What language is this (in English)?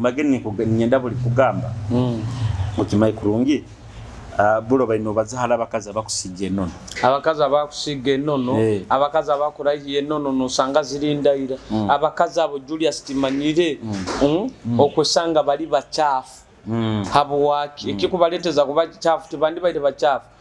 Nyoro